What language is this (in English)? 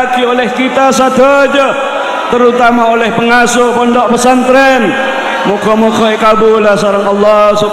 Madurese